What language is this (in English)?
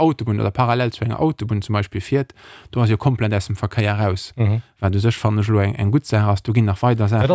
Luxembourgish